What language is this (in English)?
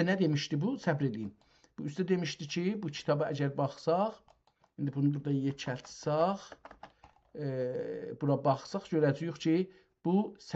South Azerbaijani